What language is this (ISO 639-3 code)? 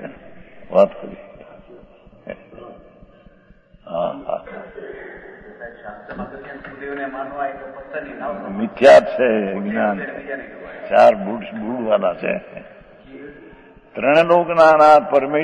guj